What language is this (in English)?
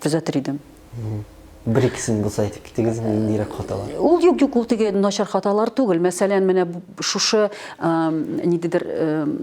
Tatar